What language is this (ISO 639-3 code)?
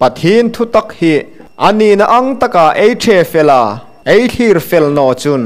hmr